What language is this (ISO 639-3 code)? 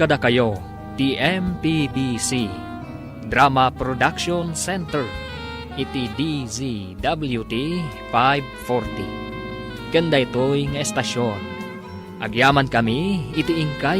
ilo